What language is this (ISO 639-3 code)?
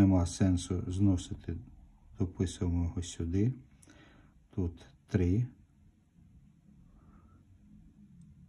ukr